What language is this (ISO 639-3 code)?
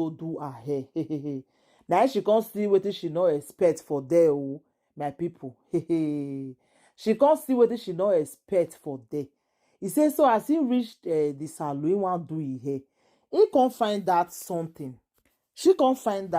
pcm